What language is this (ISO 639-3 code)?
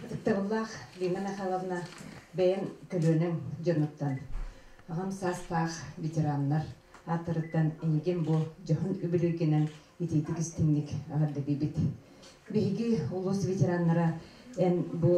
sah